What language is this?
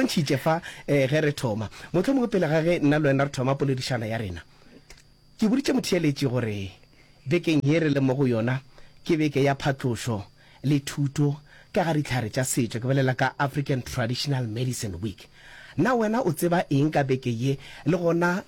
Northern Sotho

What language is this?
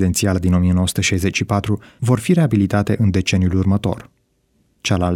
Romanian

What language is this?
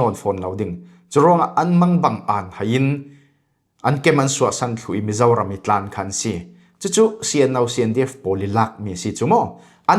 Falam Chin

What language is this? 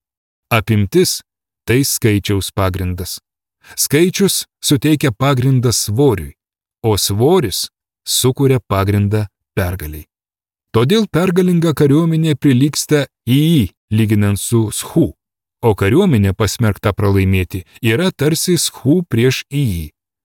Lithuanian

